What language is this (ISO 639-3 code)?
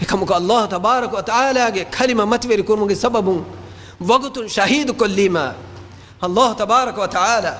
div